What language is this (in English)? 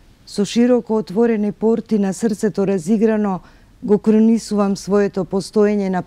Macedonian